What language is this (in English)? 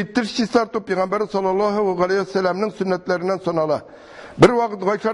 Tatar